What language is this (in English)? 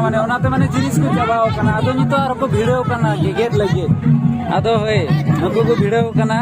Santali